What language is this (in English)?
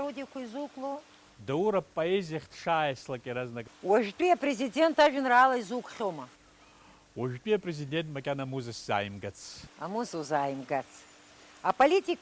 Abkhazian